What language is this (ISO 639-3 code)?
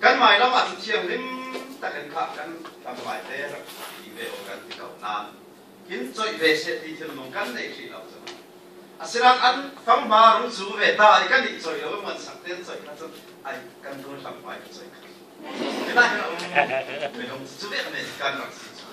cfm